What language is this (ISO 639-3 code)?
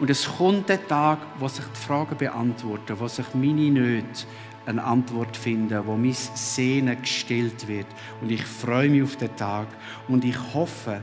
gsw